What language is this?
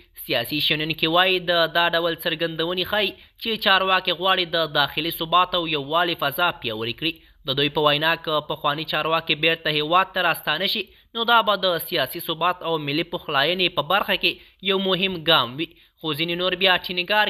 Pashto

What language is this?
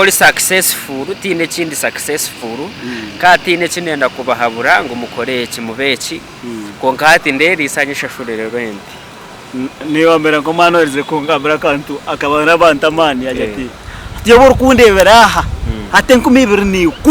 Nyankole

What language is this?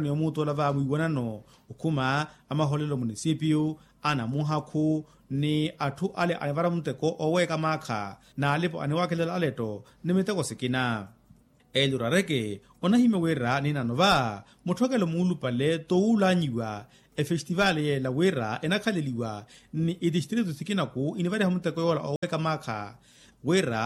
Makhuwa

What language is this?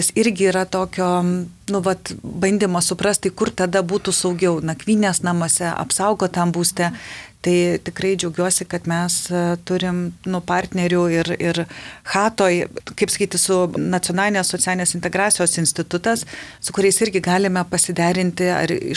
Lithuanian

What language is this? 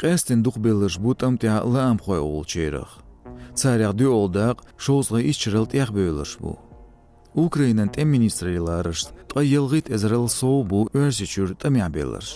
Chechen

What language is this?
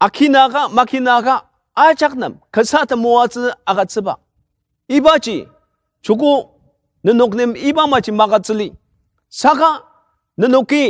Ao Naga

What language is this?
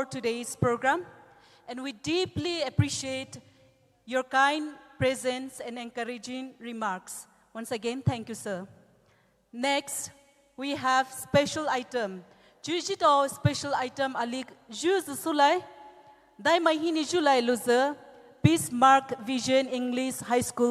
Poumei Naga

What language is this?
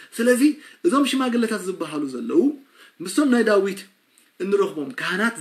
Tigrinya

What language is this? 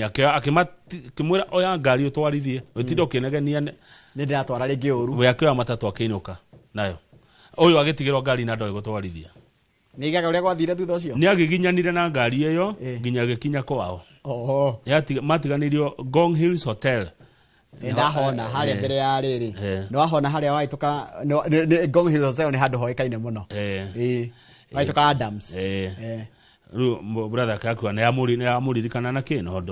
Kikuyu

